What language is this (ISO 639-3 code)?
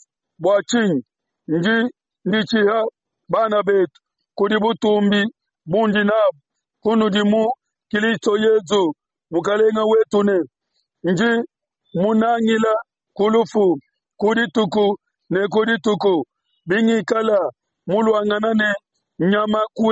lua